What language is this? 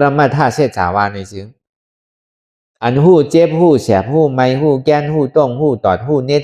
Shan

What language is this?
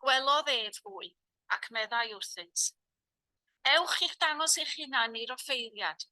Welsh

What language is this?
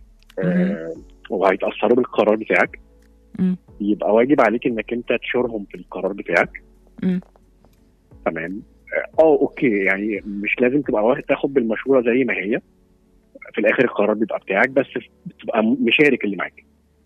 Egyptian Arabic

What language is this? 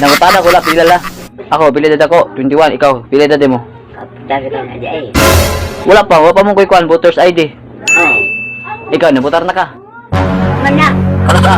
Cebuano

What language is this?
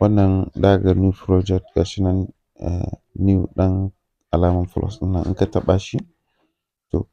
Hausa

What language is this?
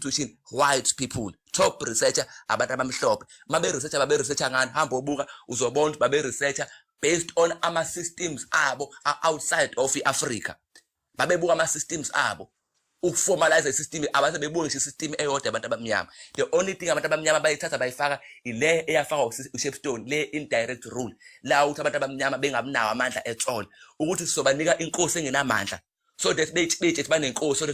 Zulu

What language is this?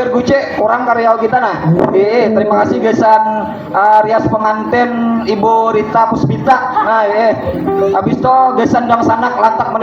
Banjar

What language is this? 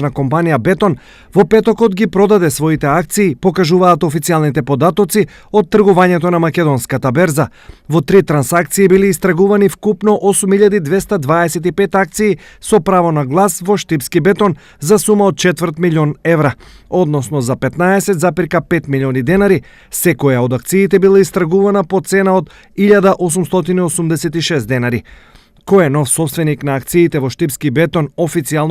Macedonian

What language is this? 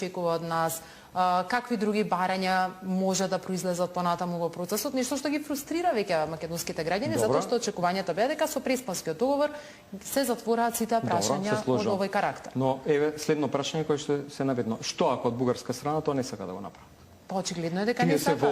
Macedonian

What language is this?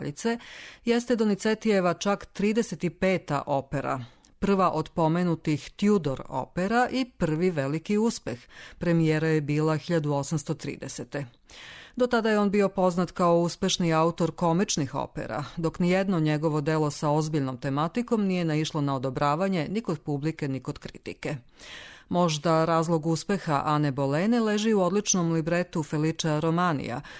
Serbian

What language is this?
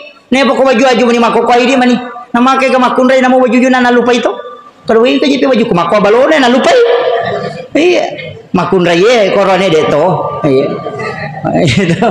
Buginese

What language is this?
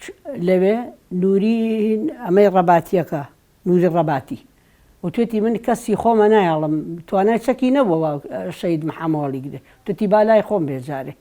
Central Kurdish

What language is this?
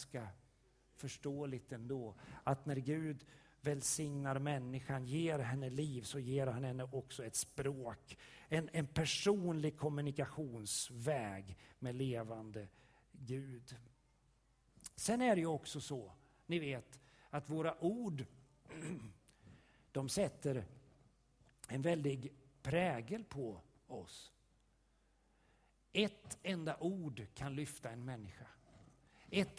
Swedish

